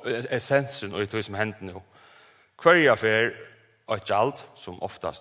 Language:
Faroese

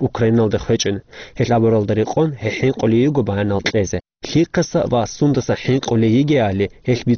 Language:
Avaric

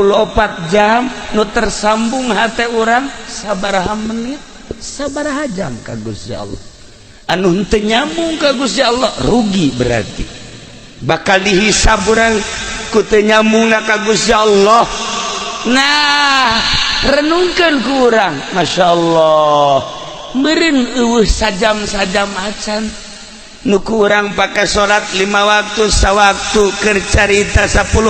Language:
Sundanese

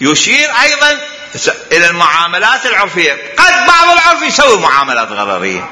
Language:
Mesopotamian Arabic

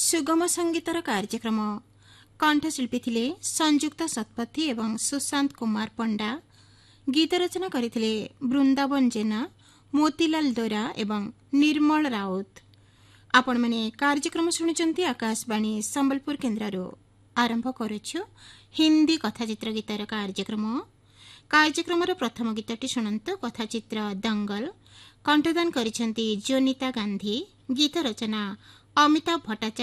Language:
Odia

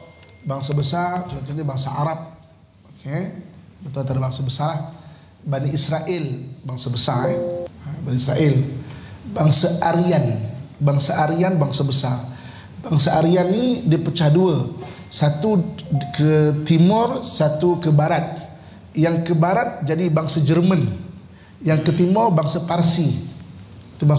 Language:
Malay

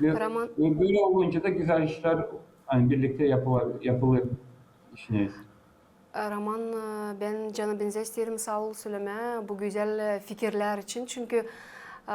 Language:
Gagauz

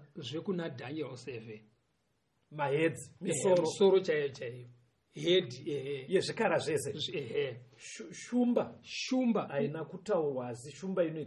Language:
Shona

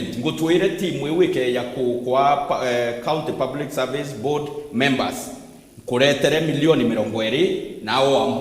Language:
Meru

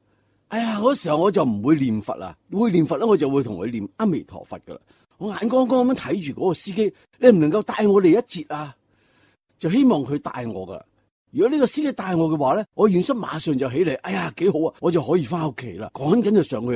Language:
Cantonese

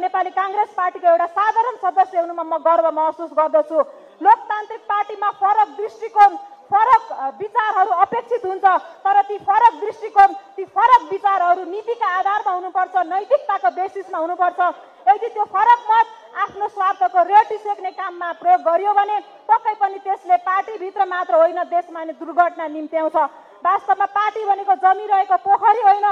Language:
Nepali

